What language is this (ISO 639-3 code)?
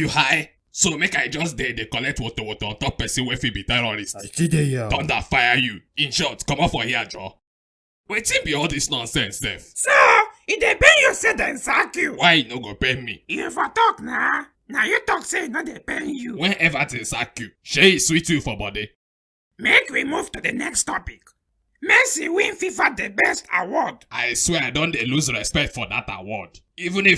pcm